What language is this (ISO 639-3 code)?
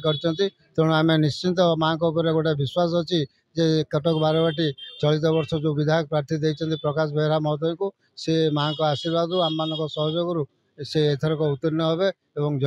ori